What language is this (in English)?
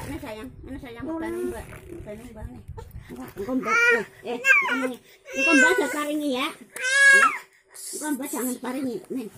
Betawi